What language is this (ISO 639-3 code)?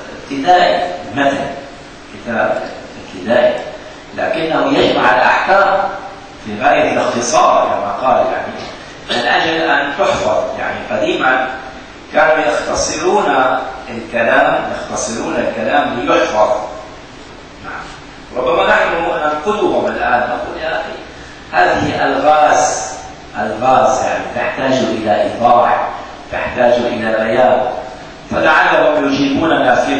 ara